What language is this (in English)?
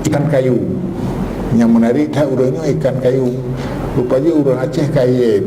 Achinese